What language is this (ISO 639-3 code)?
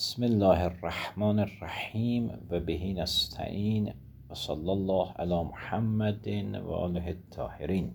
aze